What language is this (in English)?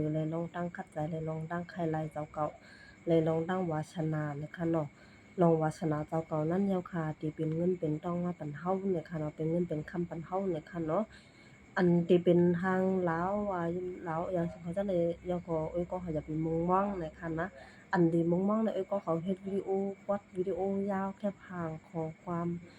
Shan